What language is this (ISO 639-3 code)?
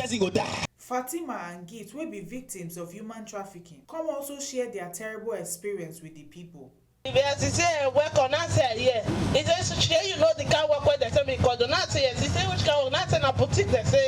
pcm